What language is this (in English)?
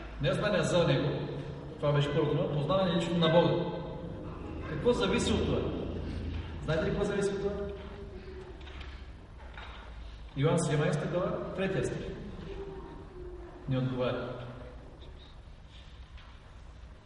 Bulgarian